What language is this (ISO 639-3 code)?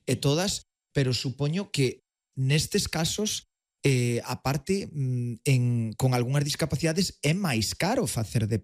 glg